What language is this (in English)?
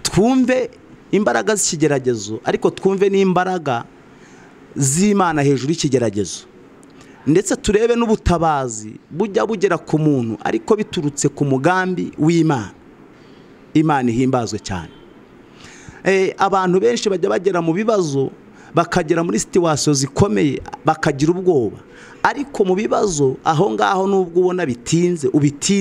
Kinyarwanda